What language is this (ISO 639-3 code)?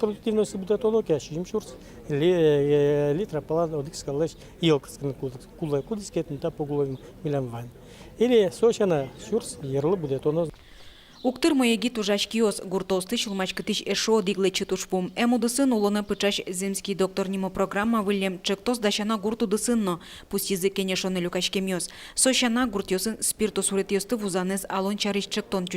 udm